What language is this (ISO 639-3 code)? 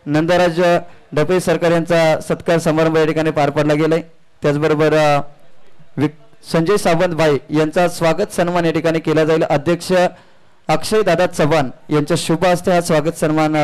mar